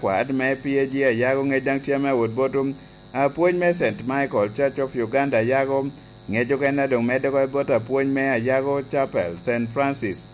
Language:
Lango (Uganda)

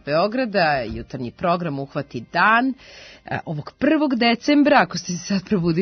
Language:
Serbian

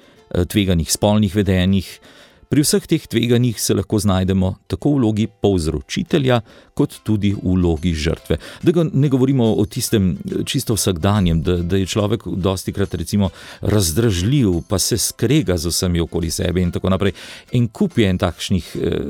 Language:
Slovenian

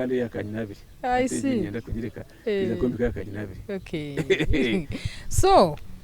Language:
Nyankole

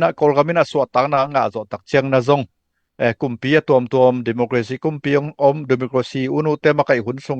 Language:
Tedim Chin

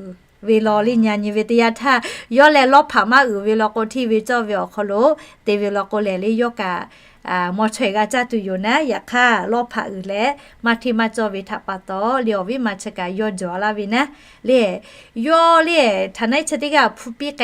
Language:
Lahu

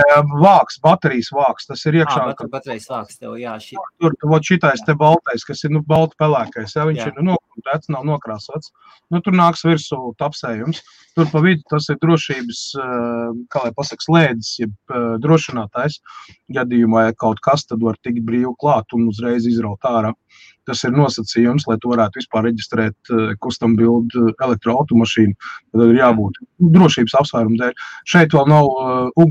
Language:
Latvian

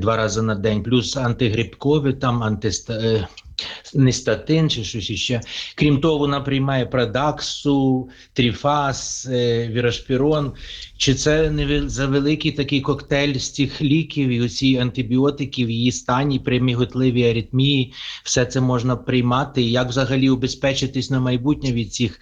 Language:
Ukrainian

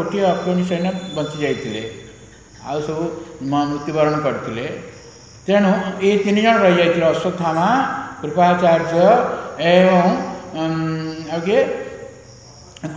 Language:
Odia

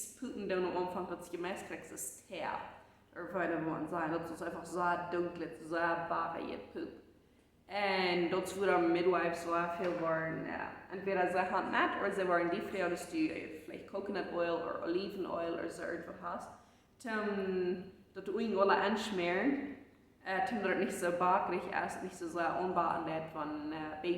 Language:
Plautdietsch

